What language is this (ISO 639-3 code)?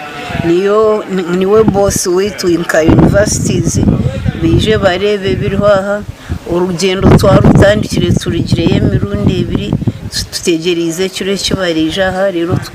nyn